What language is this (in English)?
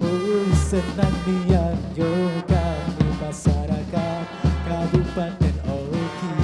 Musi